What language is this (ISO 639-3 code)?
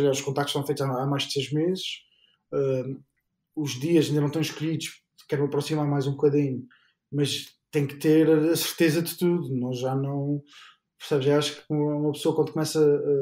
por